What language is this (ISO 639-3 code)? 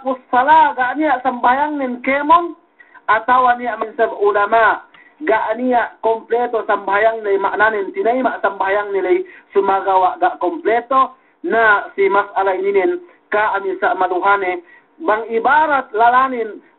yka